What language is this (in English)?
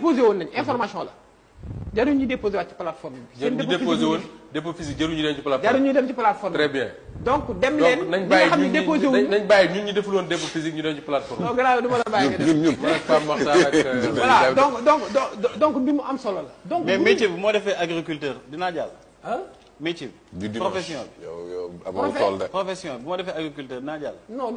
Wolof